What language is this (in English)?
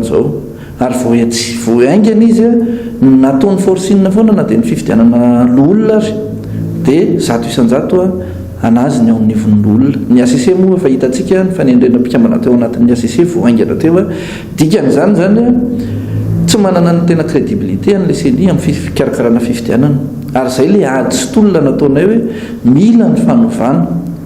Malagasy